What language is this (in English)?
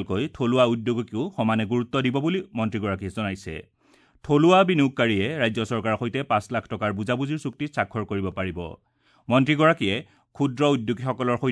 Assamese